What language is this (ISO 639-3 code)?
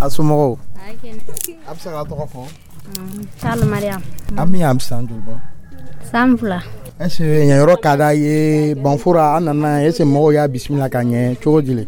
dyu